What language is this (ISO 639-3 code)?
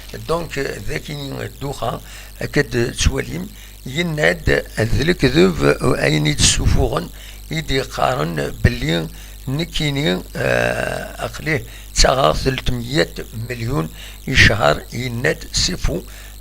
kab